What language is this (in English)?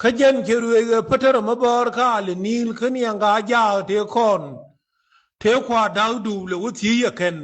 Nuer